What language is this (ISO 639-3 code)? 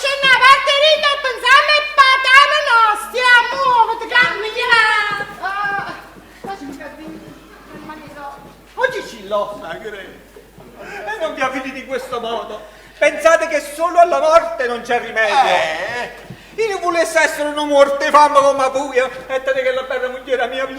nap